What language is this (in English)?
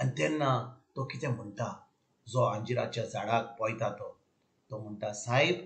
Konkani